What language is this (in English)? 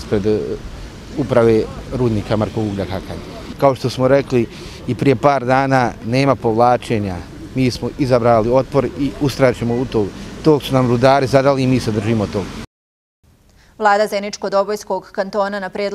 Bosnian